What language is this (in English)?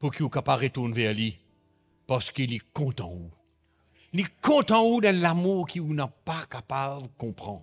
Morisyen